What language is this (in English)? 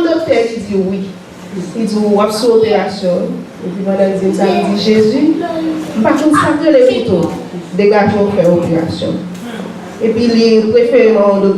Haitian Creole